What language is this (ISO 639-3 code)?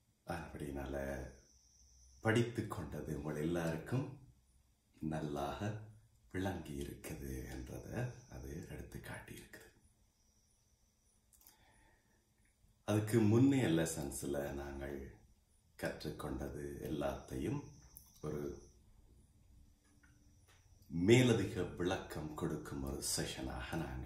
tam